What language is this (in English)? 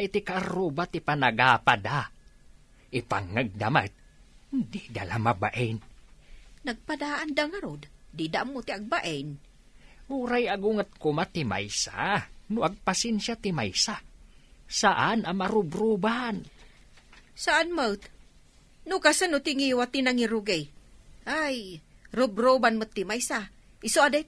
Iloko